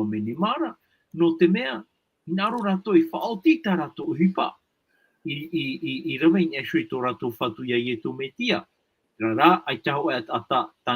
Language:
Tahitian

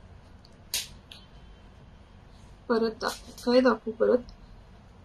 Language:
Marathi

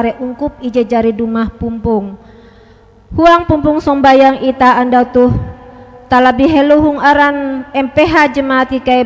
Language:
Ngaju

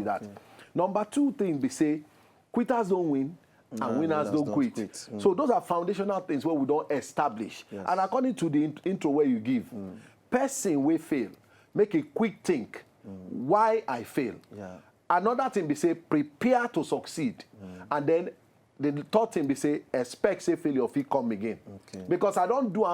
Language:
Nigerian Pidgin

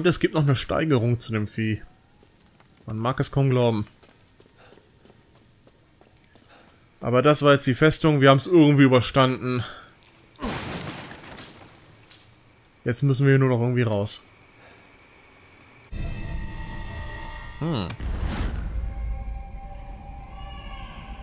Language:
German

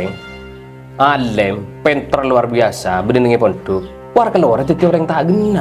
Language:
Madurese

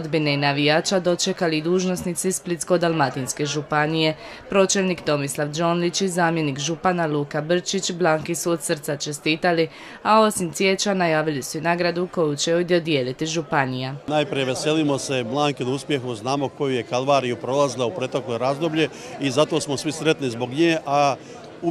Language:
Croatian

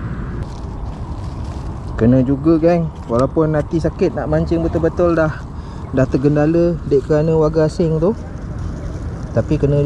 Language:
Malay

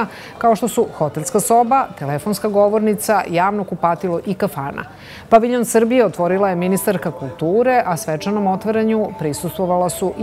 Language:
Serbian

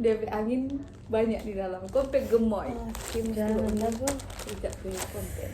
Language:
Manado Malay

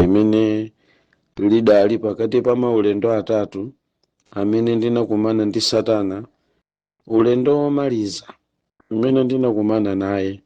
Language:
Nyanja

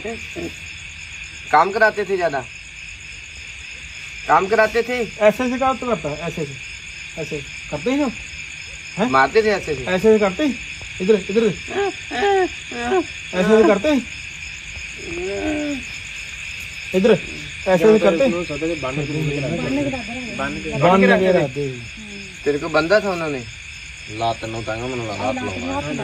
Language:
Punjabi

